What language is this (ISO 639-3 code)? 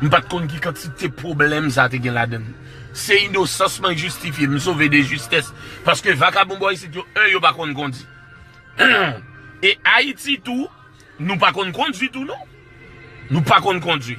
hat